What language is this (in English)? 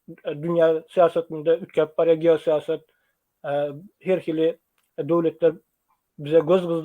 Turkmen